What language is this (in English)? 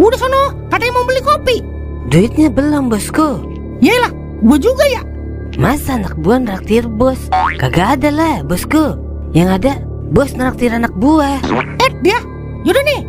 Betawi